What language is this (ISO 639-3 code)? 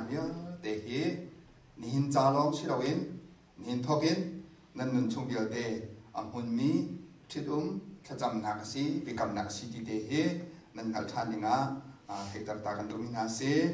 cnh